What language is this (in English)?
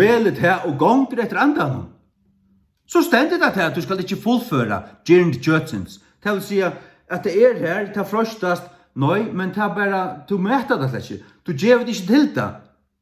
Faroese